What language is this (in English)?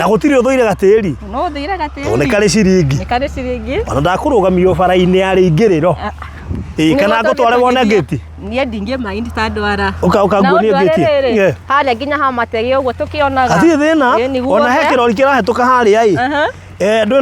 Kikuyu